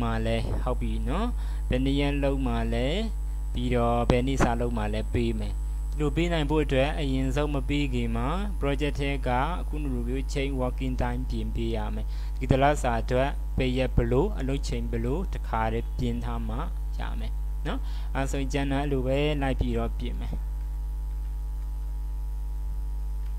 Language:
Burmese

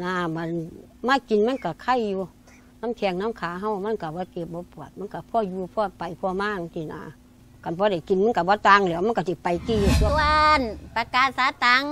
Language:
Lao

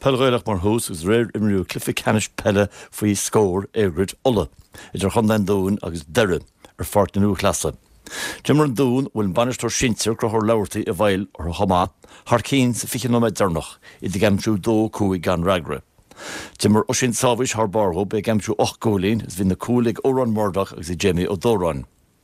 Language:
Irish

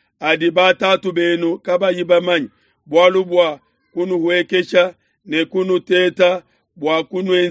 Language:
Luba-Lulua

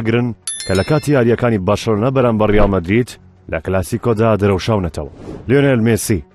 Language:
Central Kurdish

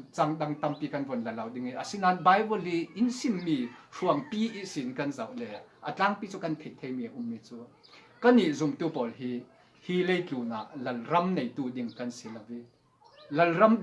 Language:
Falam Chin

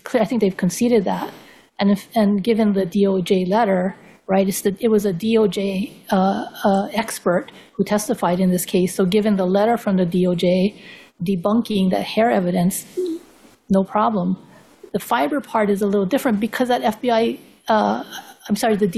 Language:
English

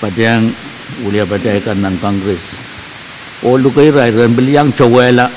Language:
Pohnpeian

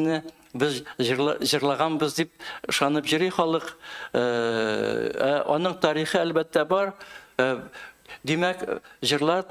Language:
Tatar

